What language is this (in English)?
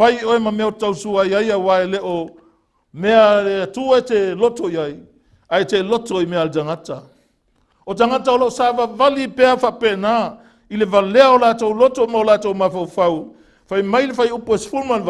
Samoan